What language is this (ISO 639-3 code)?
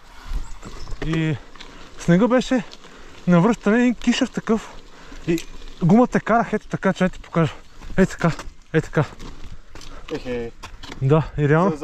bul